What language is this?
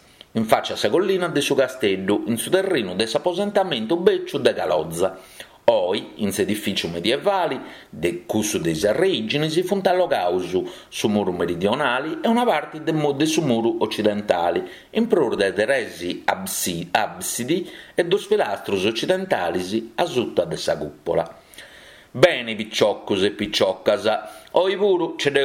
Sardinian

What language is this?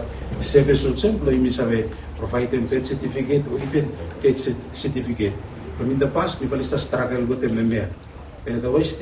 Bislama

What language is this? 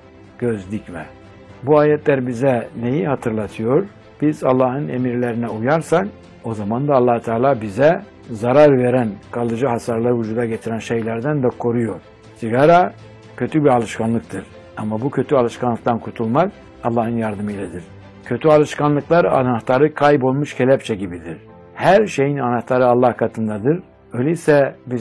Turkish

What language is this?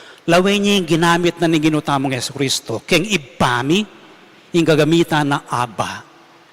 Pampanga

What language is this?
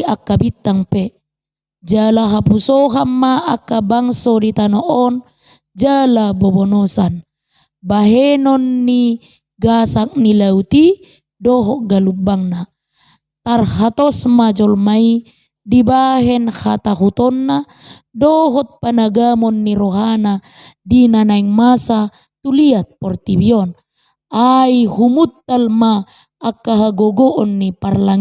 Batak Toba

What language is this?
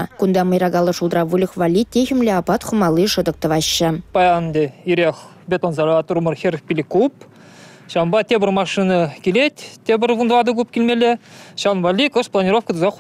Chuvash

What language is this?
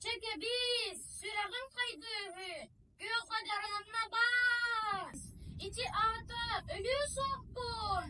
Yakut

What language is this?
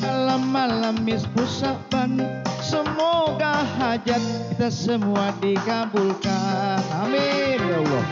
Banjar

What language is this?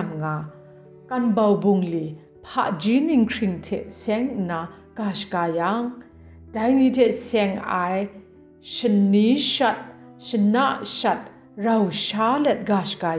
Kachin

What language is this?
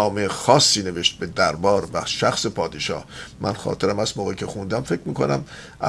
Persian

